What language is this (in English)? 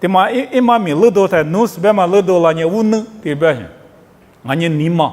Lisu